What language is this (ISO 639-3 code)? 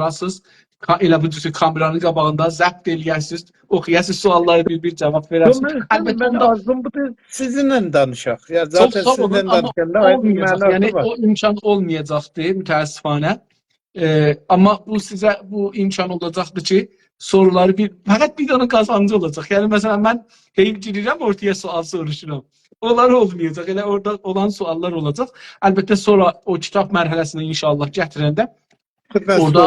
azb